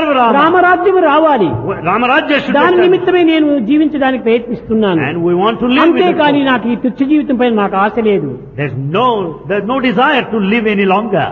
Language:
Telugu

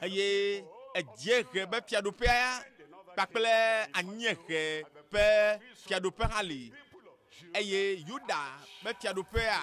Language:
Ewe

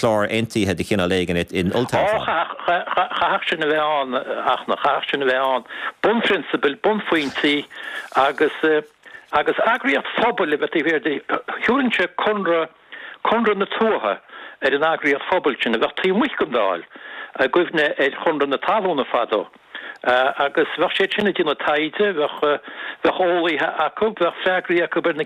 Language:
Irish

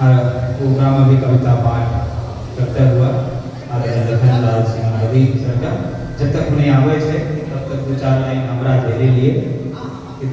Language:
Angika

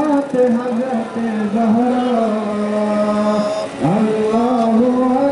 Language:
Urdu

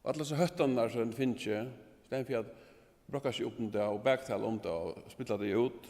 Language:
Faroese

